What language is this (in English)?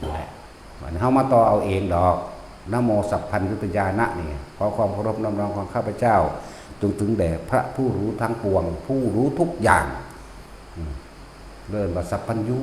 Northeastern Thai